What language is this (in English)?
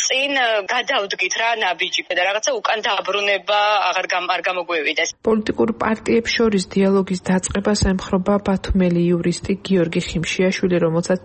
Georgian